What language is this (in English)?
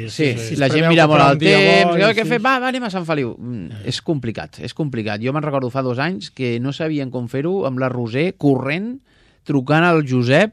Catalan